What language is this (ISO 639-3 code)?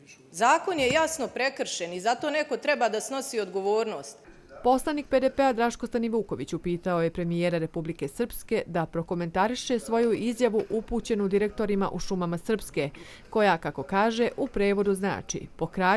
bos